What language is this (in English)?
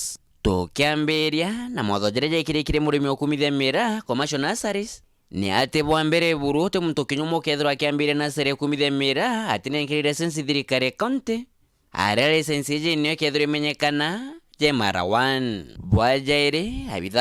Meru